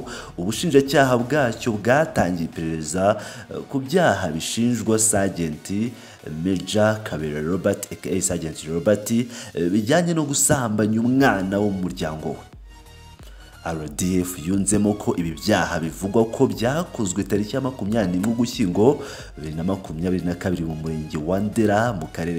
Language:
Kinyarwanda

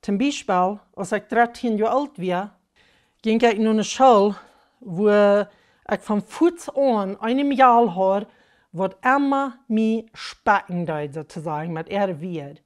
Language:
Plautdietsch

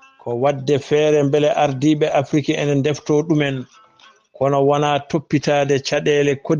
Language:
Fula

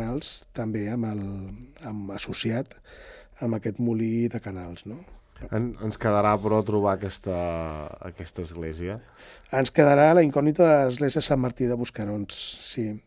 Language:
Catalan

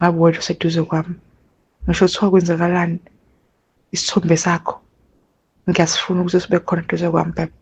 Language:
Zulu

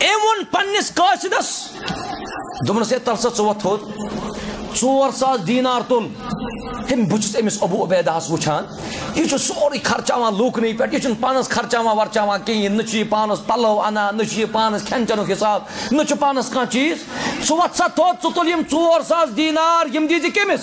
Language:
Kashmiri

